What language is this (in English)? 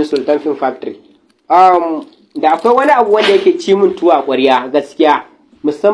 Hausa